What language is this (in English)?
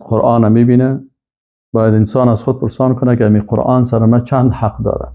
Persian